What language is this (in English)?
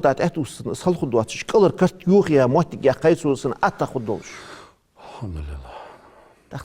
Ingush